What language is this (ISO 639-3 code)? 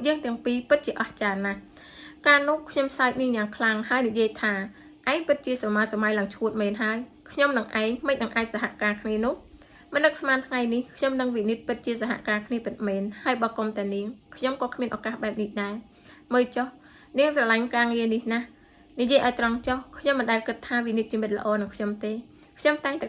khm